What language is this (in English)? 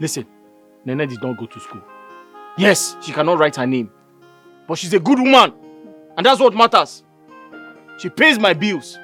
Nigerian Pidgin